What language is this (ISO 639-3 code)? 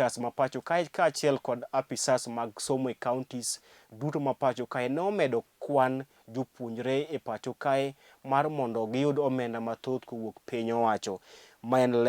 luo